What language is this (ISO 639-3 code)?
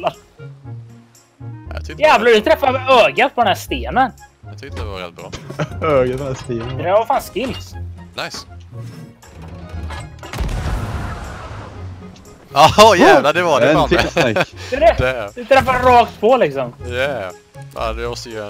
swe